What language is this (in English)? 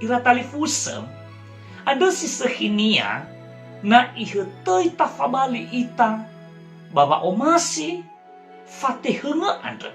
Nias